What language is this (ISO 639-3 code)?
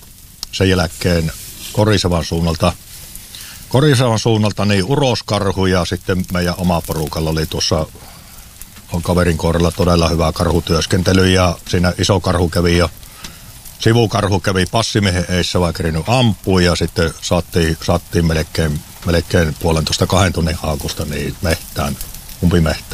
fin